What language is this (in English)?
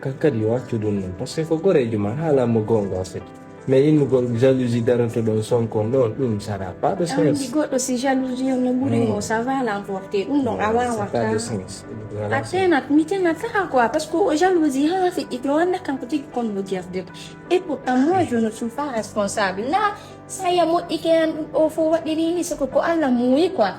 Fula